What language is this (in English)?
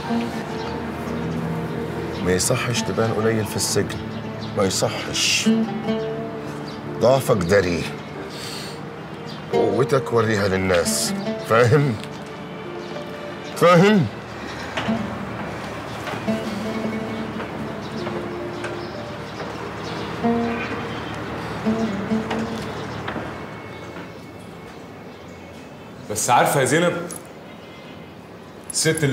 Egyptian Arabic